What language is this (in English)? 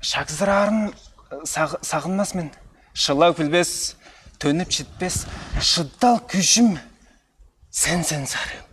Tuvinian